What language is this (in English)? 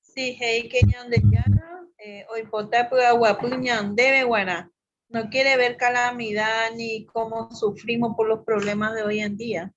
Guarani